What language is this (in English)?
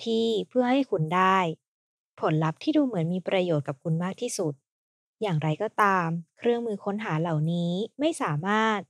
Thai